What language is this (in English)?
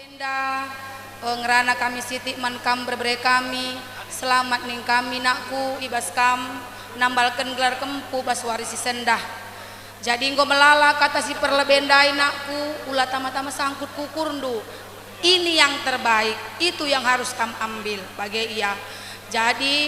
Batak Karo